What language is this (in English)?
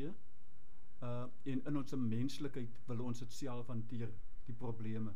Afrikaans